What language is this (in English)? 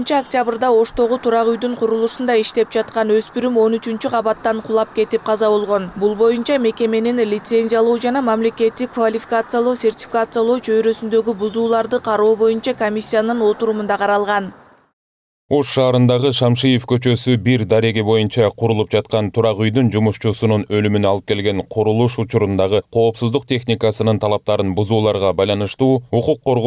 Kyrgyz